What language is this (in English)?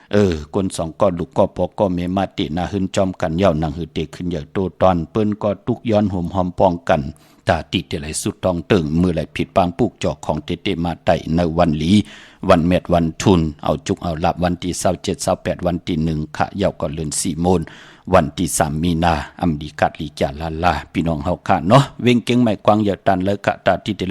Shan